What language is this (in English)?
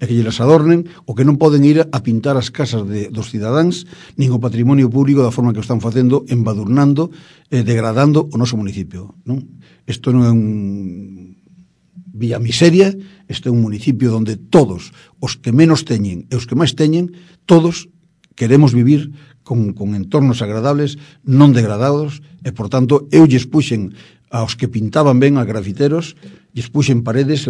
Galician